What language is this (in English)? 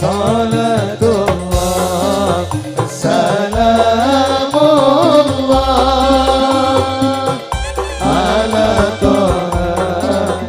Madurese